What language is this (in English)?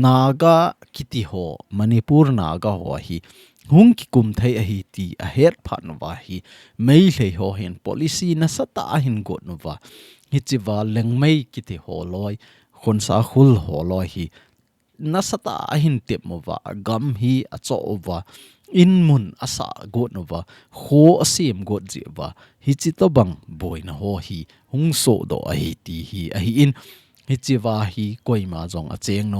Thado Chin